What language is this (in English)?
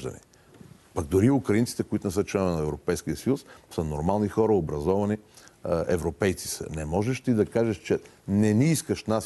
Bulgarian